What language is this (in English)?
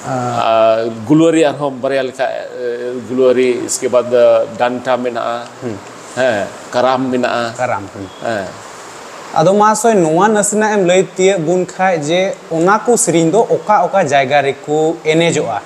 Santali